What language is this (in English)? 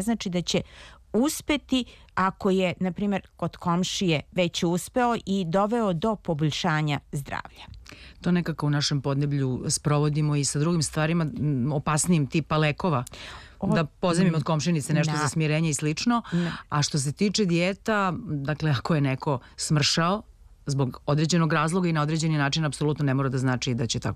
Serbian